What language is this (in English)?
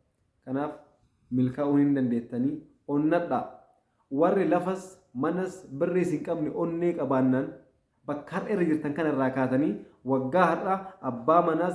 Oromo